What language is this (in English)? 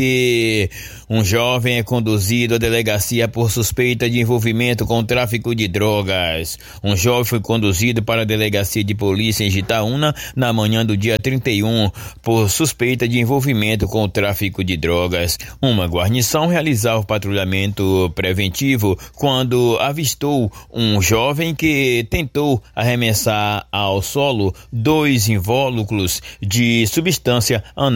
Portuguese